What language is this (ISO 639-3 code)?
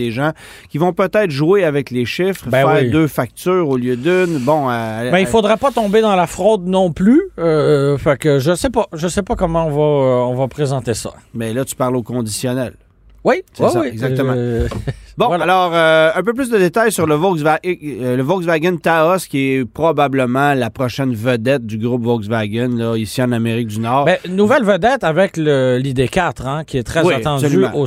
fra